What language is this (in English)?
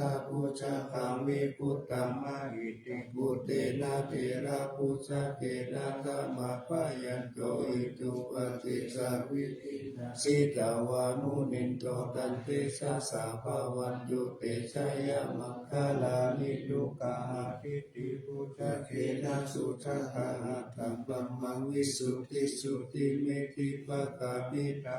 Pali